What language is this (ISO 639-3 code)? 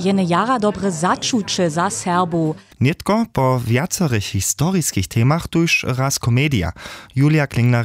hsb